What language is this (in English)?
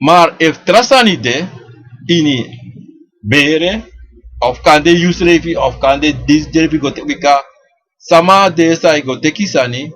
Sranan Tongo